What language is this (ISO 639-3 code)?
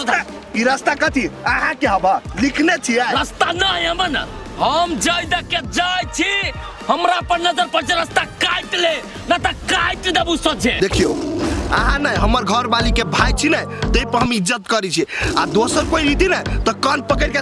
mai